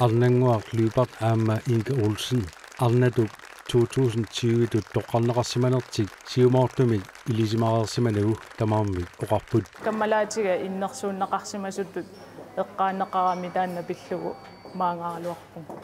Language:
Kalaallisut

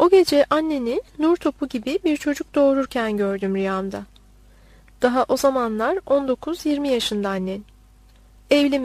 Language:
Turkish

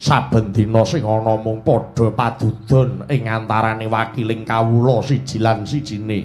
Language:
Javanese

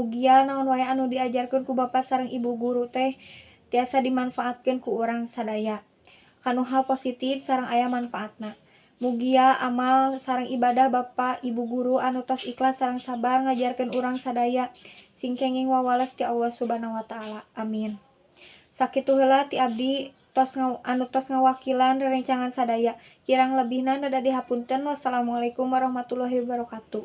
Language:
Sundanese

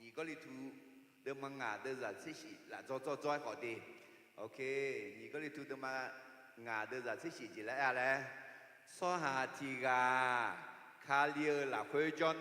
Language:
Akha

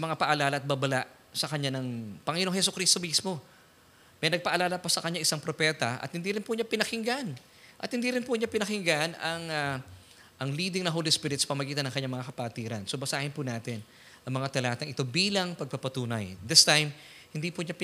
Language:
Filipino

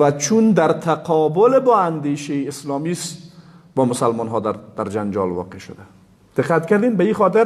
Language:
Persian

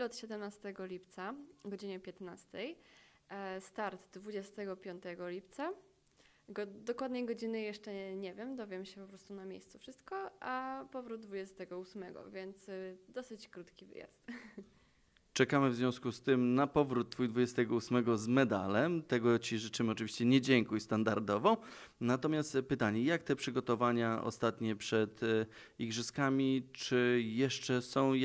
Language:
Polish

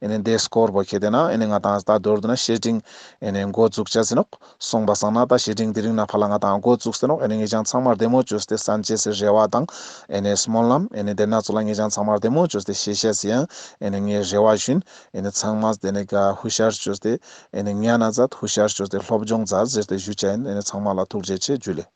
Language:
Ladakhi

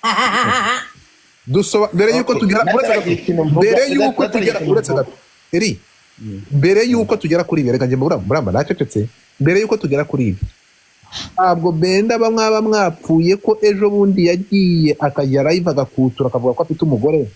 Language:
Kinyarwanda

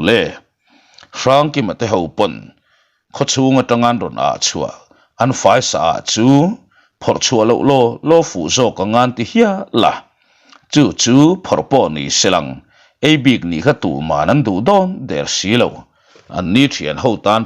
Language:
Mizo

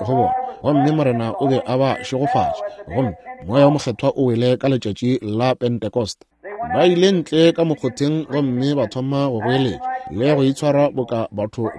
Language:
Northern Sotho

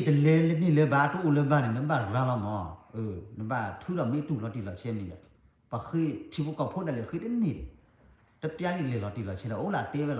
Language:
S'gaw Karen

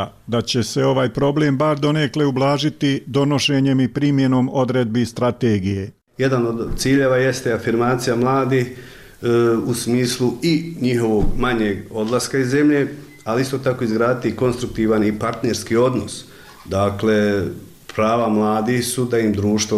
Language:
Bosnian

